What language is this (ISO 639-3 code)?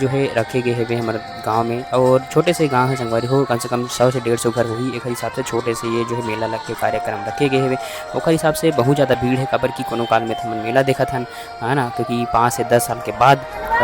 hne